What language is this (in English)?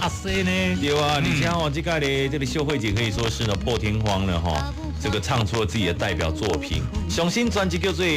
Min Nan Chinese